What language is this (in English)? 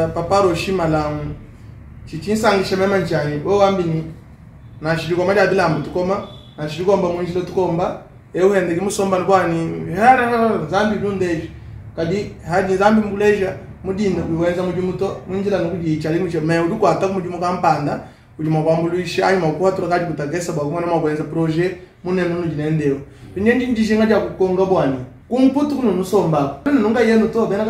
Luba-Lulua